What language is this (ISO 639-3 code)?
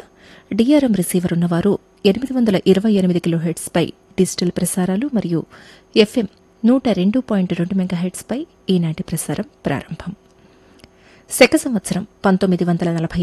tel